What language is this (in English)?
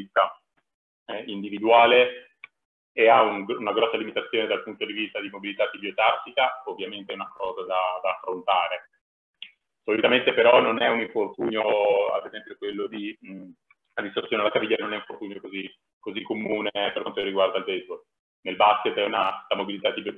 Italian